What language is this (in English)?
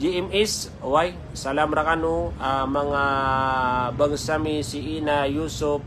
Maranao